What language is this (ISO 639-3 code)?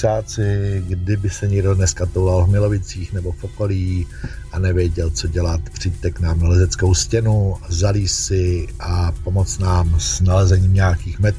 ces